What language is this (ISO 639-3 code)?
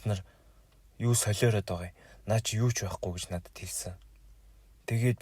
mon